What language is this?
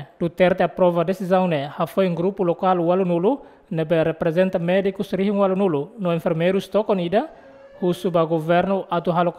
Tetum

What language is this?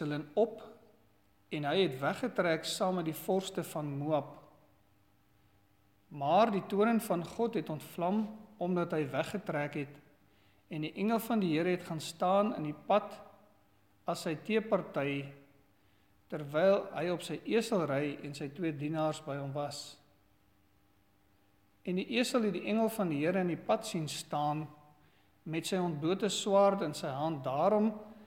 Afrikaans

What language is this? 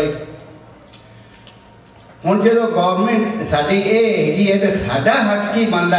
Punjabi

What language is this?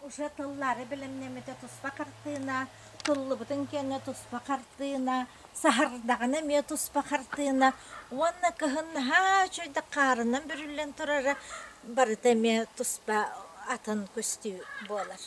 Yakut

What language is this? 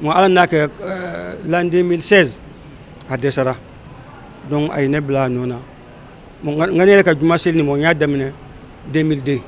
Bambara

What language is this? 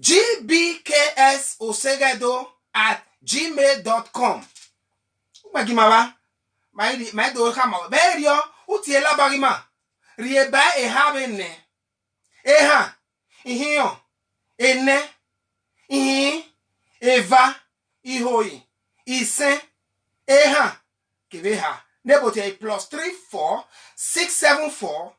Bini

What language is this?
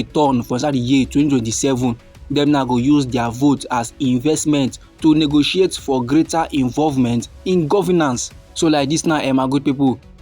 Nigerian Pidgin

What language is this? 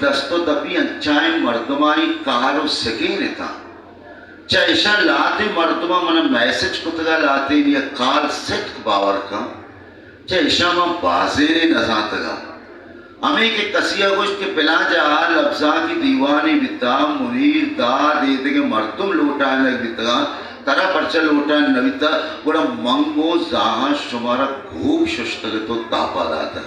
Baluchi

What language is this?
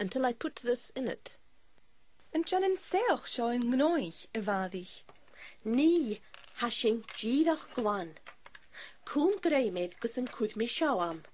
Scottish Gaelic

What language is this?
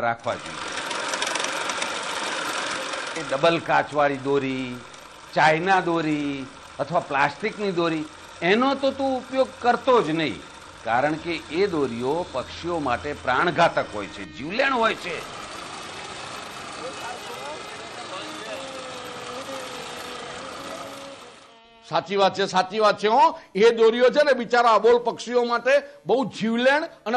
Gujarati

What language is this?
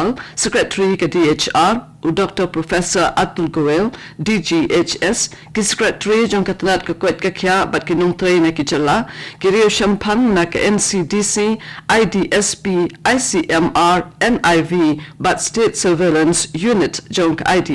Khasi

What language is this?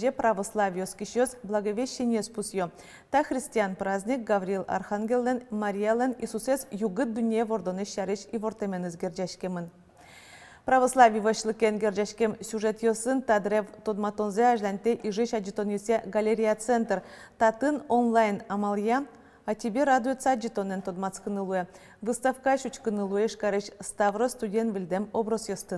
Udmurt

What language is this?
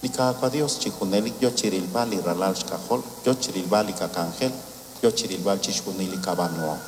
Kekchí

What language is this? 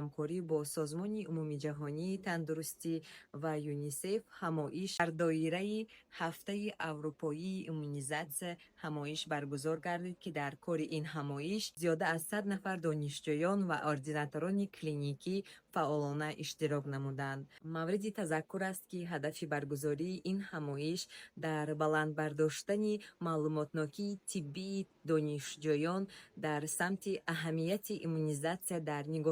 Tajik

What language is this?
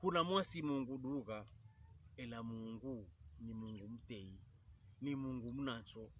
Pokomo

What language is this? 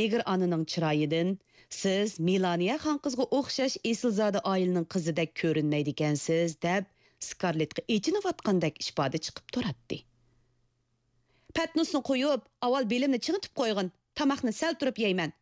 Uyghur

